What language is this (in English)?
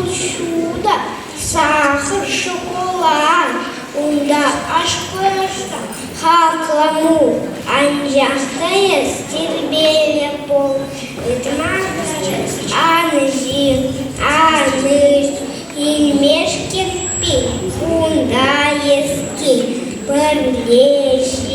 Chuvash